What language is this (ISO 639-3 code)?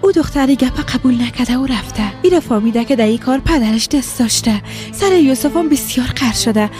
fas